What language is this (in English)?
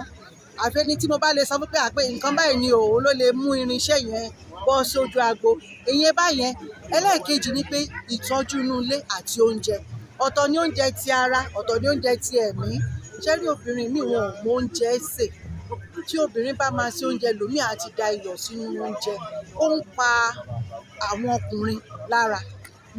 Yoruba